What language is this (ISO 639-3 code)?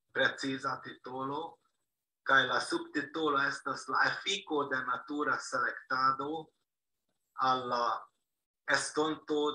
epo